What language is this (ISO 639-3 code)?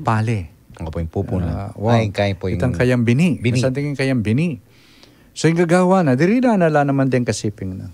pam